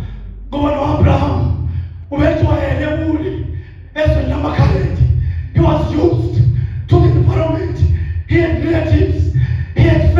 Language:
Zulu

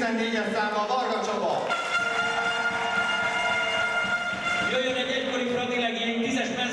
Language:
Hungarian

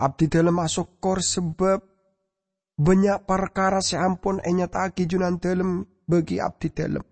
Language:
Madurese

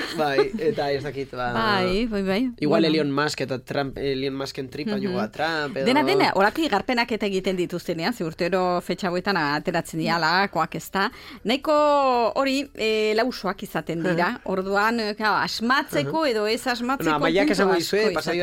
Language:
Basque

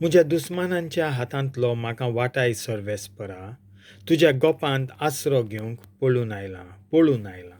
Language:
Konkani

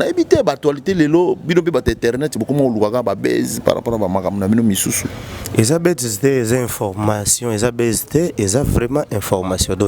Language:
Lingala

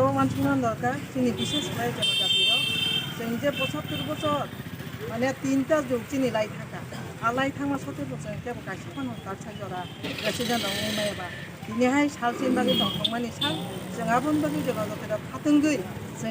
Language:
Kok Borok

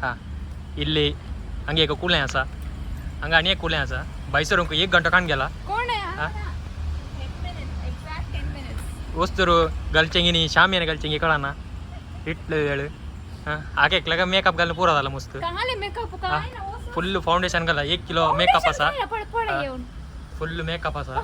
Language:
Konkani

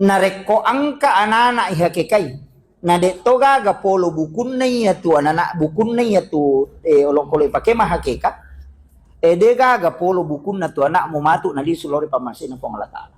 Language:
Buginese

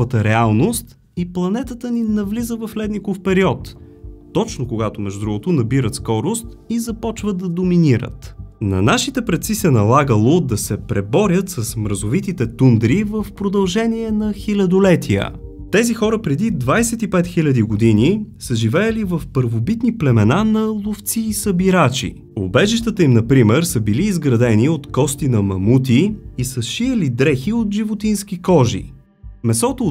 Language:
Bulgarian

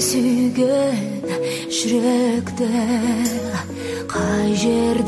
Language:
Kazakh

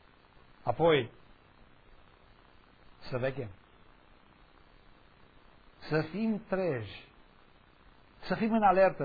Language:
Romanian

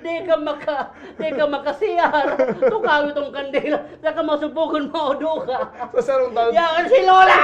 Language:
Bikol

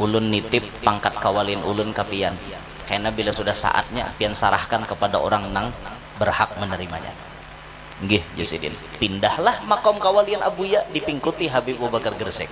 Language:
Banjar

